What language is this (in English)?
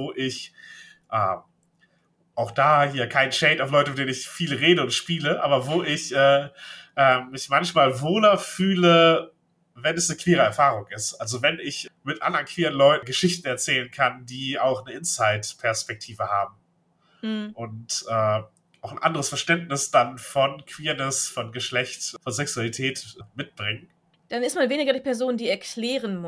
German